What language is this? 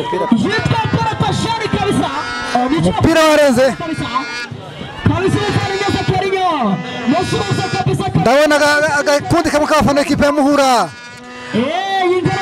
Kinyarwanda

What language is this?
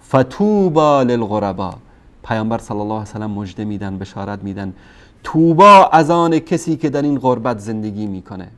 Persian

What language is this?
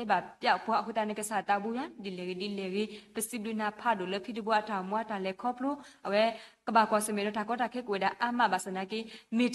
S'gaw Karen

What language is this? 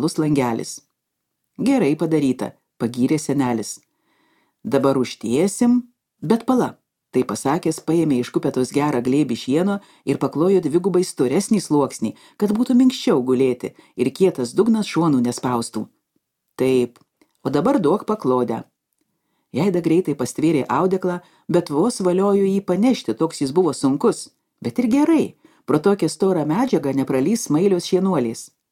Lithuanian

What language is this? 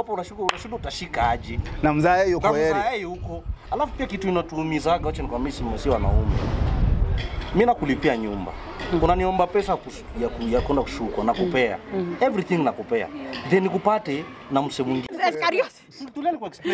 Swahili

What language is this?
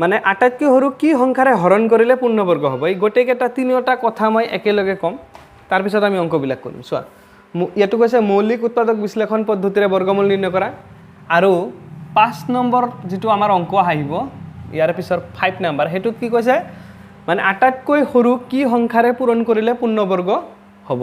Assamese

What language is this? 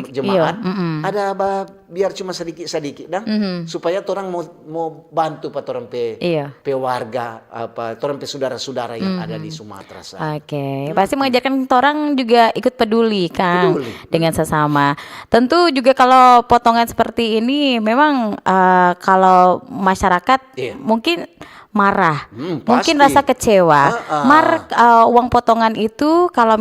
Manado Malay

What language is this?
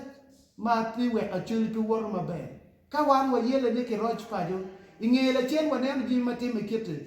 Acoli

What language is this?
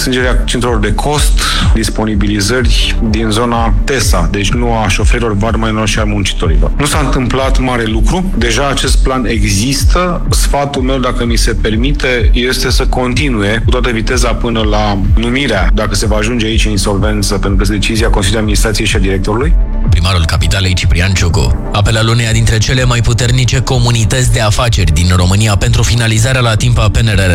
Romanian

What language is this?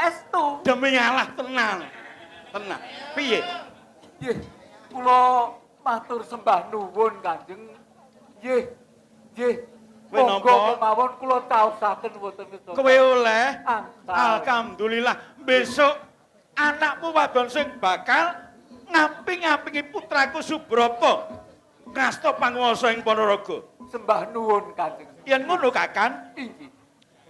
Javanese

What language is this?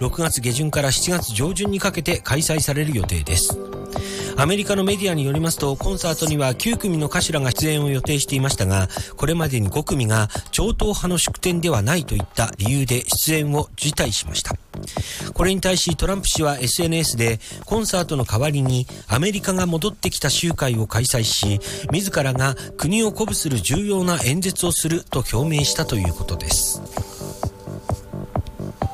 Japanese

